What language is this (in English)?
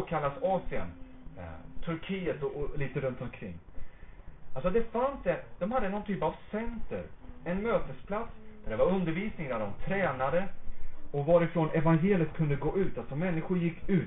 Swedish